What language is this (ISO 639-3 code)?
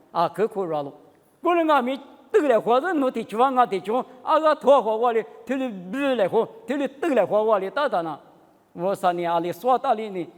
lis